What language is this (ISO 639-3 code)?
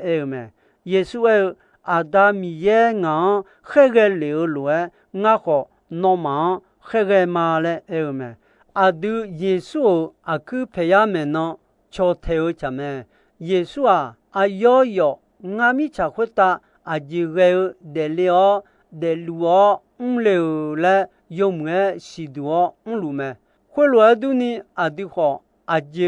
ahk